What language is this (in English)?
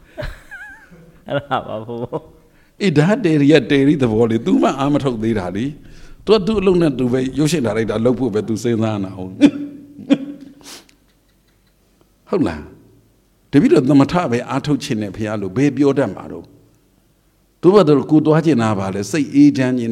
Burmese